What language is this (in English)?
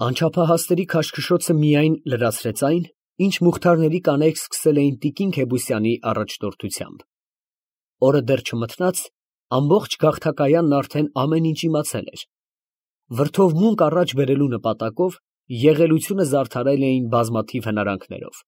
Armenian